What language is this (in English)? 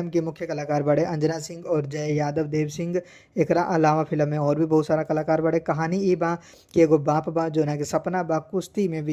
Bhojpuri